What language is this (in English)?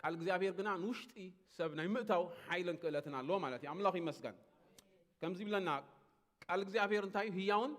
Tigrinya